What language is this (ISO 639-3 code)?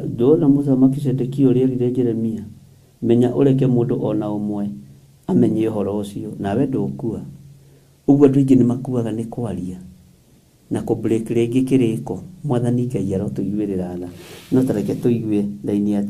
kik